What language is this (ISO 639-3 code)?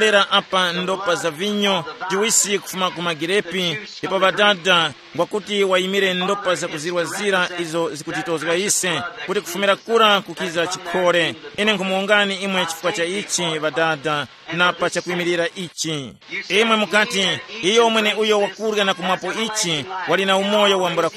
tum